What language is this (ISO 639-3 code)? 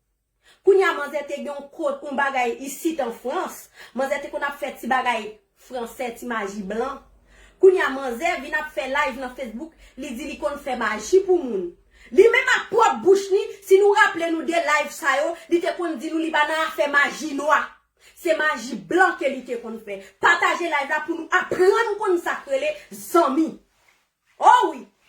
hat